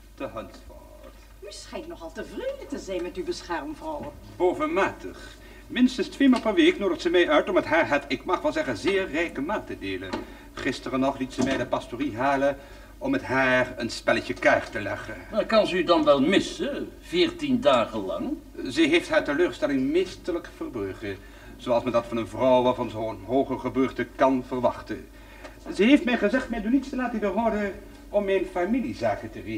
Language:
Dutch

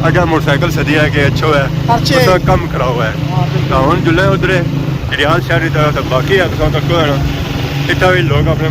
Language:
Pahari-Potwari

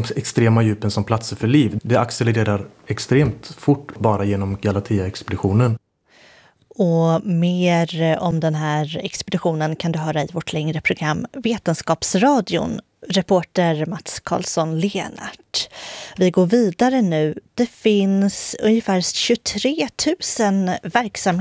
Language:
Swedish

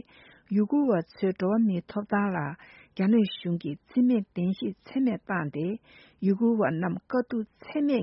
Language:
Tibetan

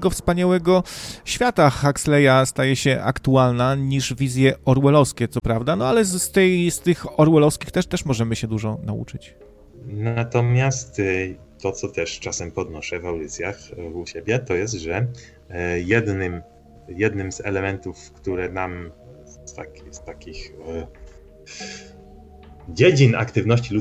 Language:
Polish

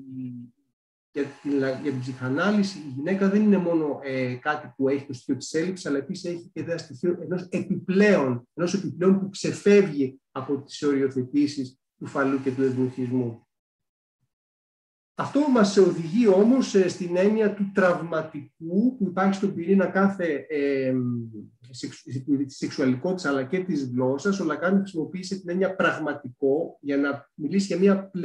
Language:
Greek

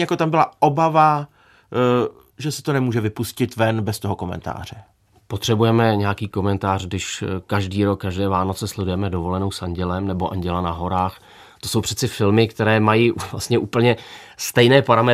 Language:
Czech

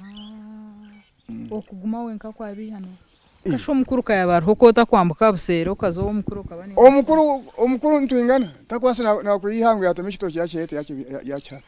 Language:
Nyankole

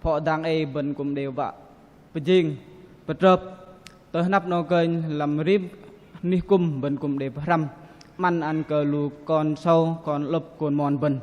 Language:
Bahnar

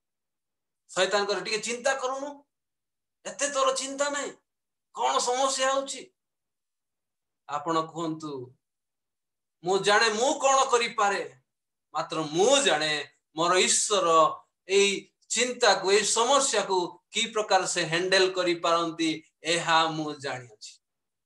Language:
Odia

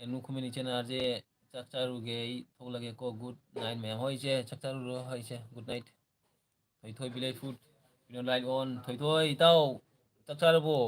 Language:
Manipuri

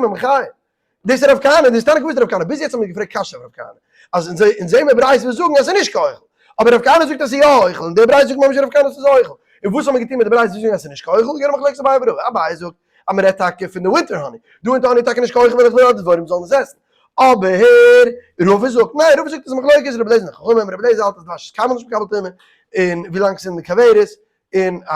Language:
Yiddish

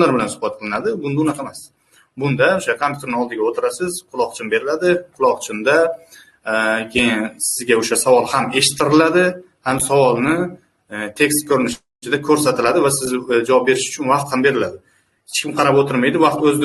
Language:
Uzbek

